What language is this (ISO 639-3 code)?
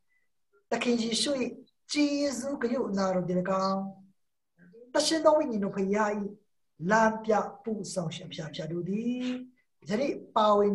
mya